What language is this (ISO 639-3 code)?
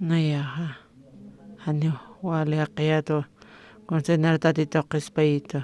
aym